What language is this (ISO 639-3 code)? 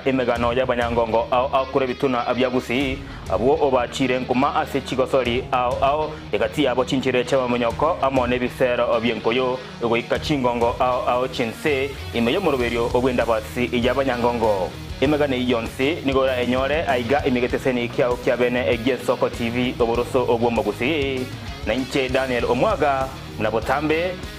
guz